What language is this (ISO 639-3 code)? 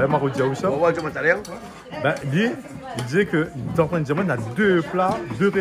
rcf